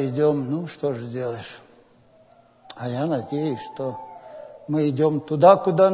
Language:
Russian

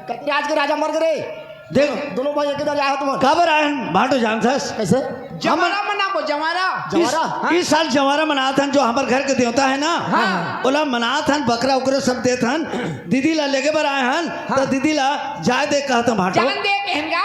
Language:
Chhattisgarhi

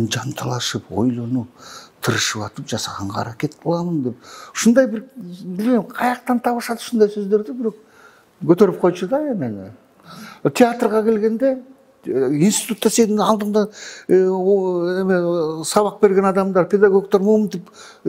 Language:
Kyrgyz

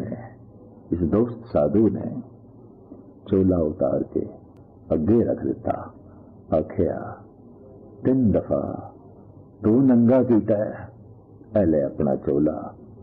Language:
Punjabi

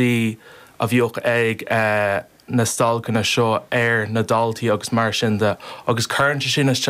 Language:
Irish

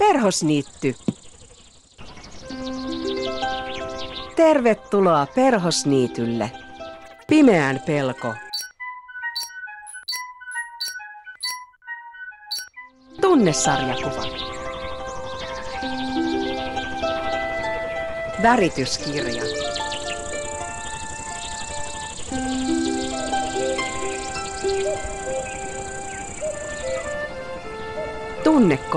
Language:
Finnish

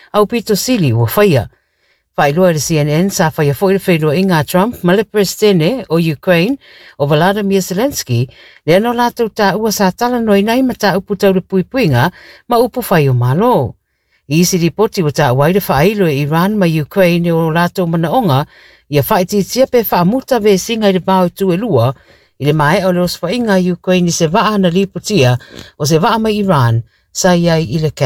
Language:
Samoan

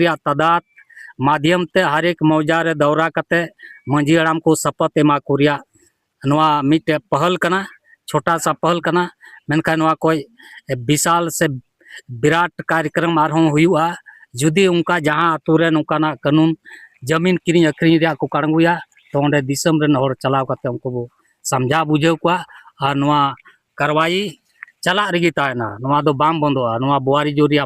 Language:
Santali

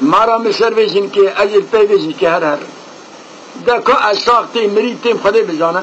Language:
Kurdish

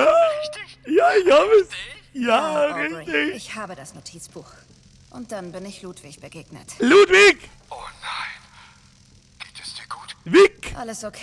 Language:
Bavarian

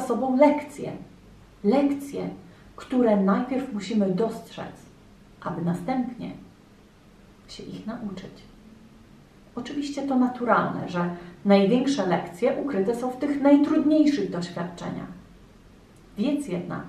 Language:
Polish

